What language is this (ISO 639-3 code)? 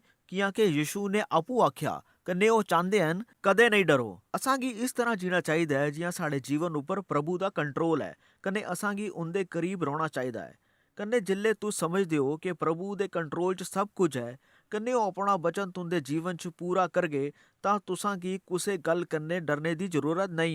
doi